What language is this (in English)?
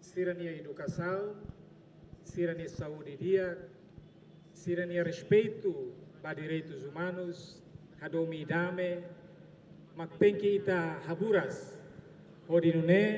Tetum